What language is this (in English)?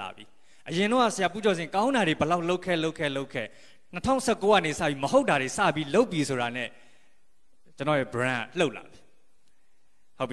Burmese